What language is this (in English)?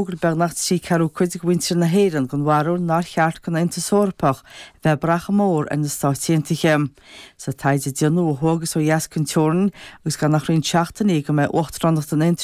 Irish